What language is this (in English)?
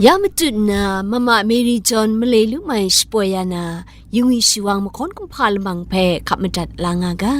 Kachin